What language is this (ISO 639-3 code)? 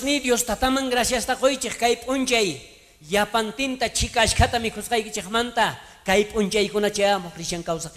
quh